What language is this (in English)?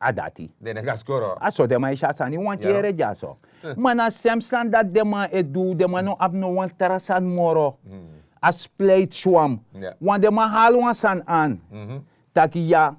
Sranan Tongo